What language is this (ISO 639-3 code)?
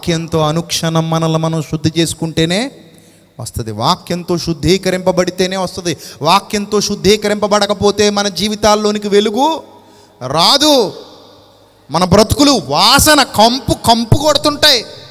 tel